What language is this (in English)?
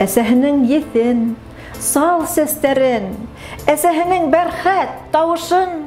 Bashkir